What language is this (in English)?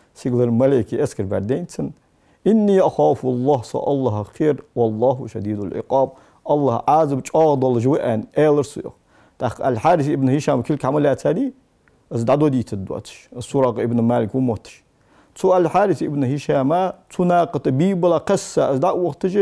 Ingush